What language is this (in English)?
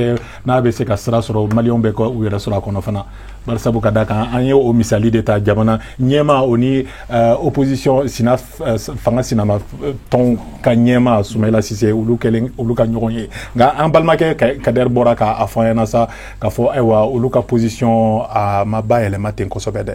Bambara